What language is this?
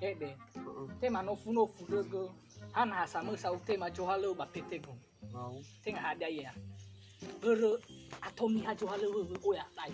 Nias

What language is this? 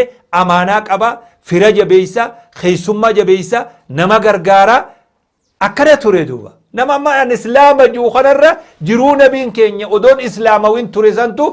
Oromo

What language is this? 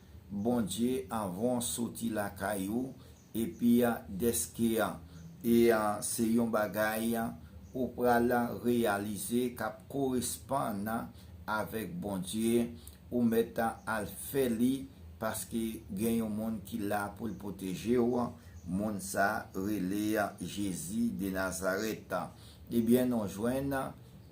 Haitian Creole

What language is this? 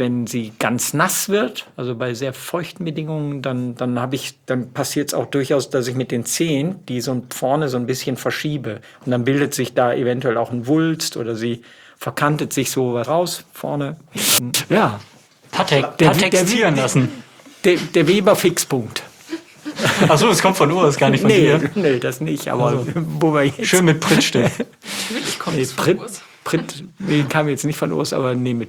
German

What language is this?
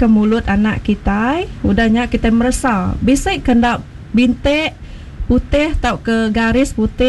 Iban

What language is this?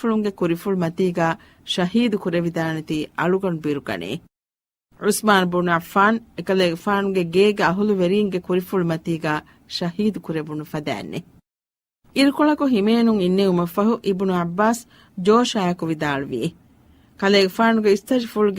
Divehi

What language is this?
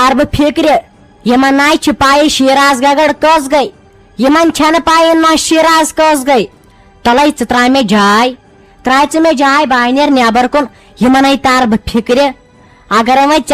Kashmiri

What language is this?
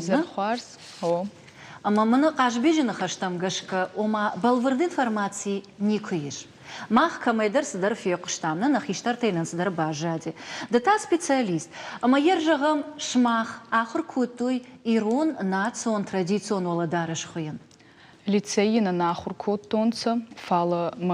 Ossetic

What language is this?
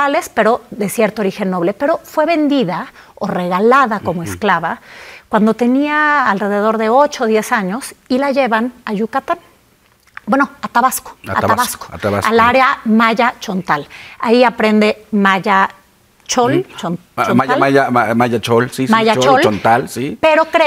Spanish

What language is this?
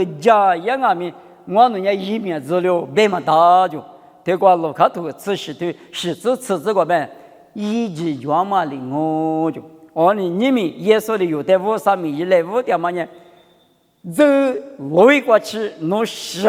Lisu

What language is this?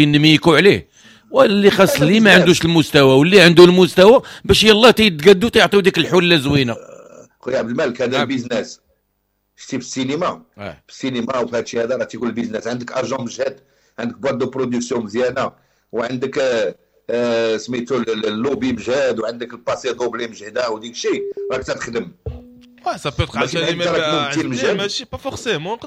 Moroccan Arabic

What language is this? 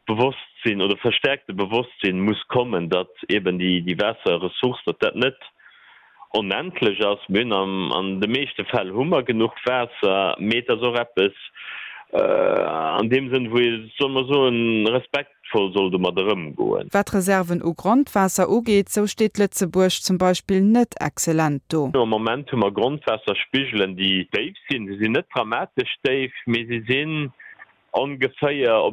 Luxembourgish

